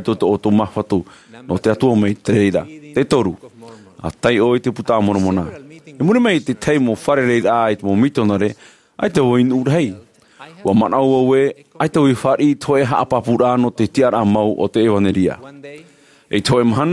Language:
Tahitian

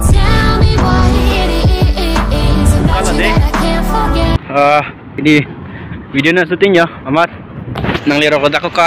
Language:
Karbi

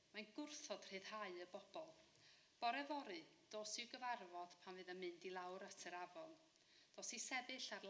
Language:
Welsh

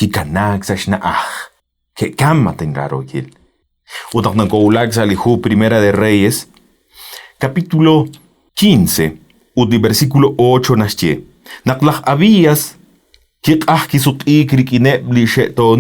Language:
Kekchí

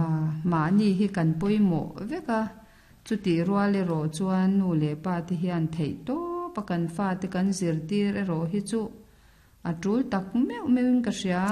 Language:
Mizo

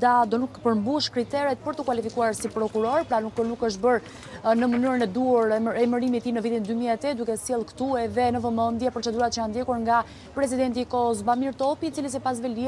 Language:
Albanian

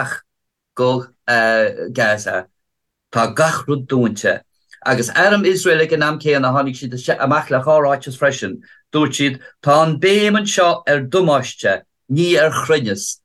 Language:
Irish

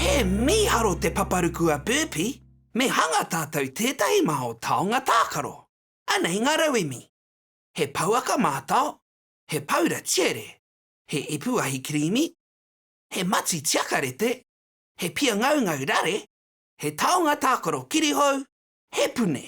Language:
Māori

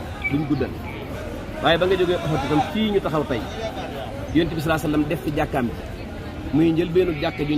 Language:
Wolof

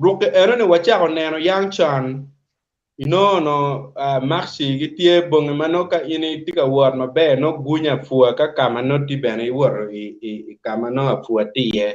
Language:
Acoli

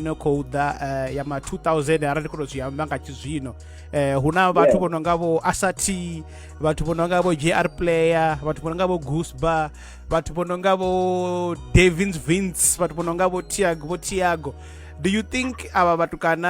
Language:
Venda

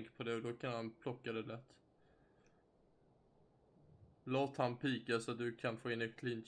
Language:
Swedish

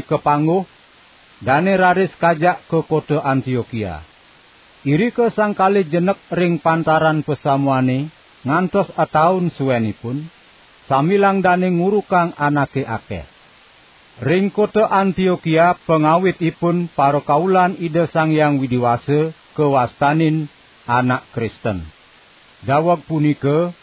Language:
Balinese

